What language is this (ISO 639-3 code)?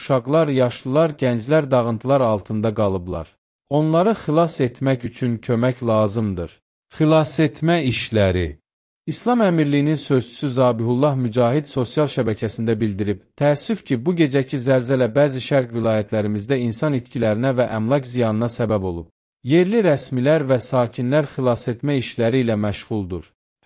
aze